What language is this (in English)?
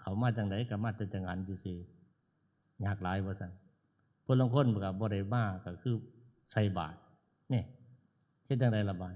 Northeastern Thai